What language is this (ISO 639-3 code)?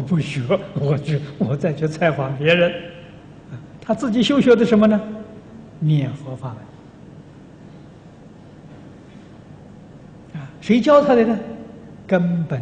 zho